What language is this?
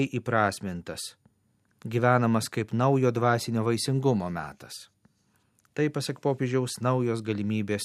Lithuanian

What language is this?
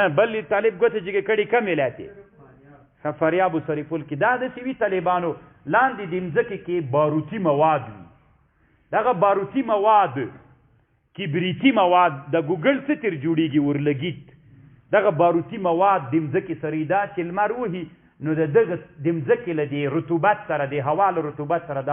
Pashto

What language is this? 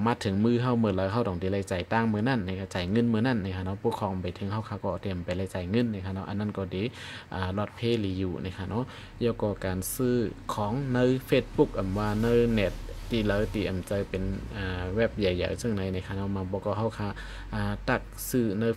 Shan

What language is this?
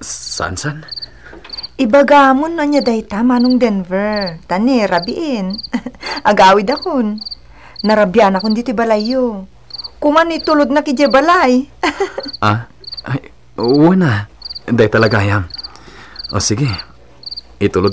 Iloko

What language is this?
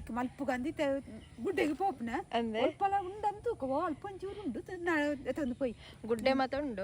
Tulu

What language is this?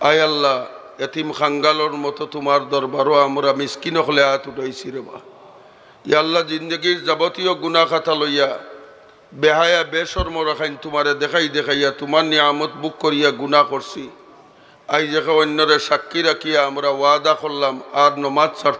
Sylheti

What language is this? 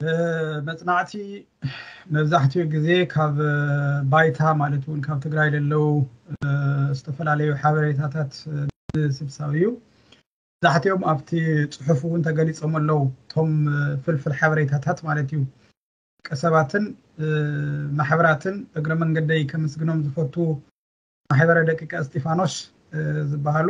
Tigrinya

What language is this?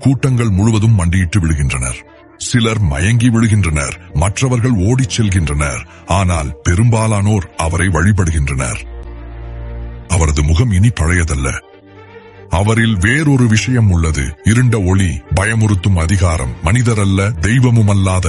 Tamil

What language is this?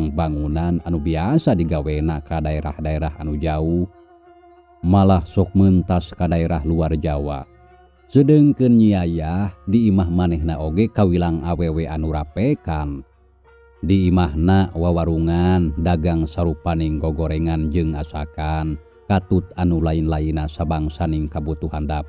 Sundanese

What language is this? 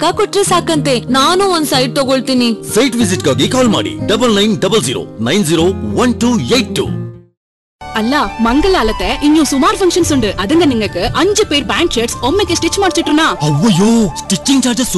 Kannada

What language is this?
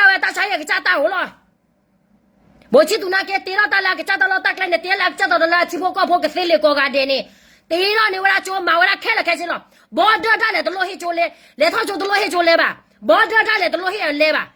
S'gaw Karen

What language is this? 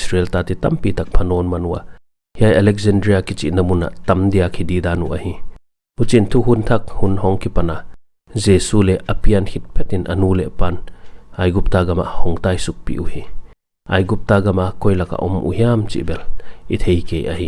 Paite Chin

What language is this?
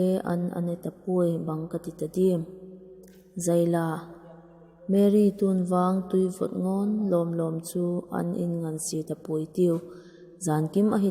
Vaiphei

